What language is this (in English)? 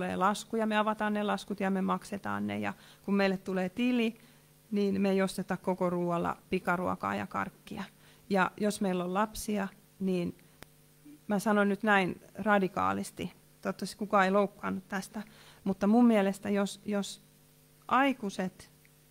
Finnish